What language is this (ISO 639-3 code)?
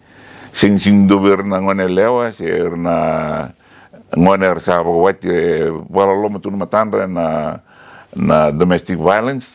fij